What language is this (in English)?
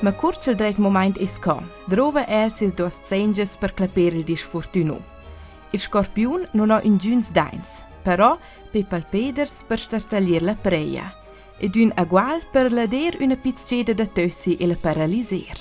Romansh